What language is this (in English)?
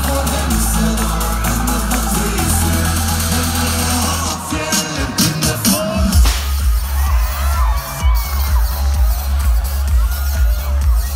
Norwegian